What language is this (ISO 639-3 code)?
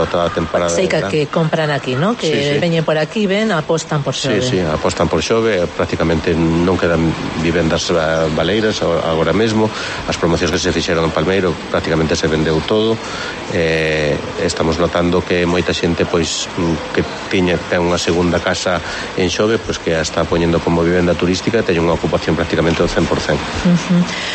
glg